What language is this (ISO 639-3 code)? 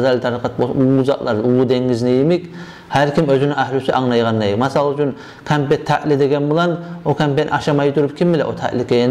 kum